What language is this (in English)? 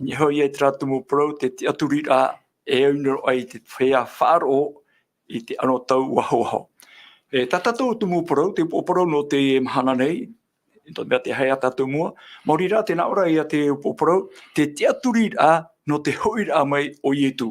Tahitian